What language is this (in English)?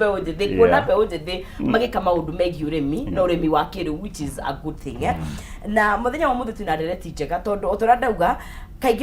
Kikuyu